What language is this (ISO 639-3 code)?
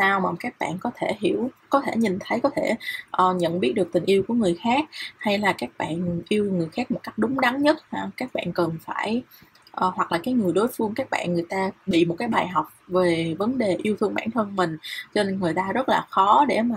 vie